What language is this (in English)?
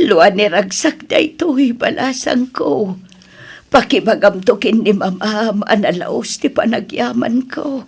Iloko